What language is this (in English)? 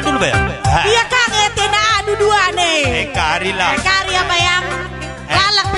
Batak Karo